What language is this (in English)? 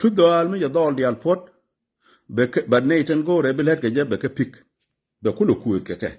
Nuer